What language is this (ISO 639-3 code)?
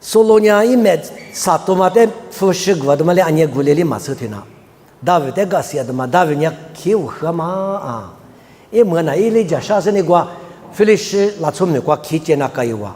lis